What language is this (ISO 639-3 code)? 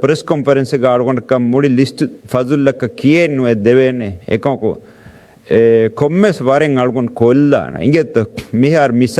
div